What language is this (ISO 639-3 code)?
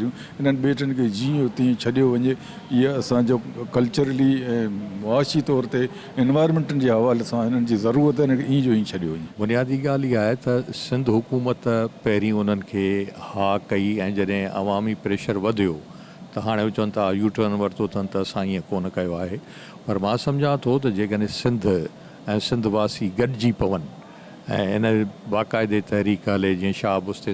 snd